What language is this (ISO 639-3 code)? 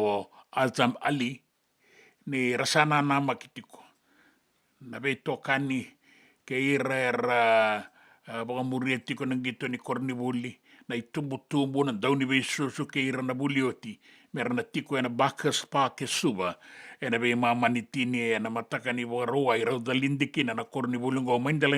fij